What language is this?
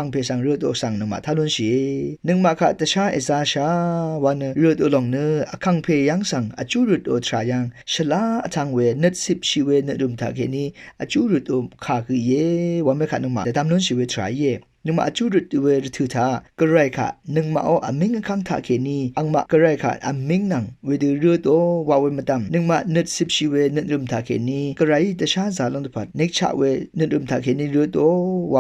Rawang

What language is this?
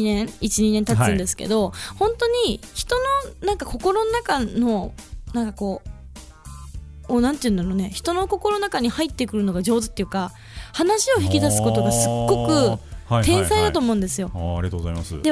Japanese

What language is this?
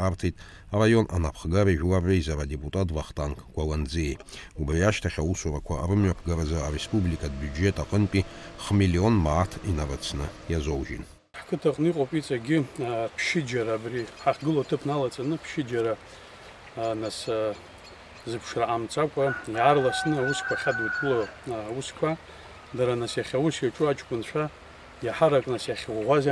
Abkhazian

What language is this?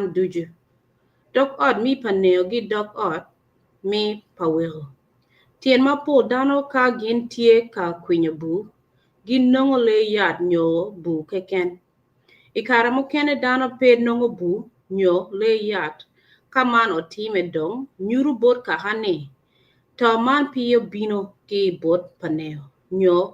Acoli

